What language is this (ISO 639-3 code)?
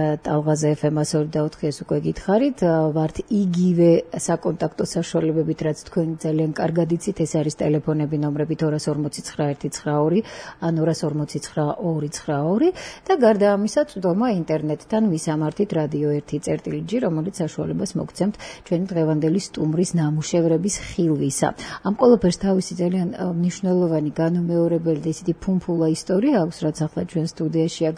kat